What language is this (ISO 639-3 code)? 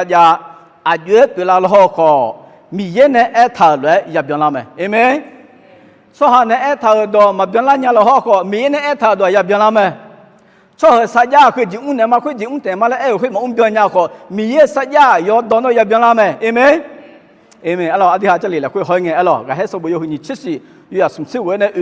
ahk